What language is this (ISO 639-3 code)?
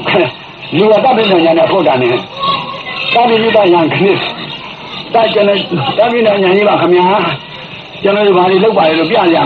mya